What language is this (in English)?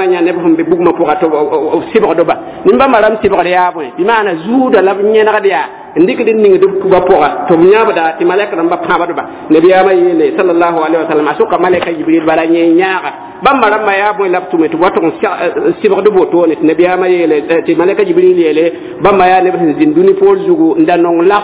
Mossi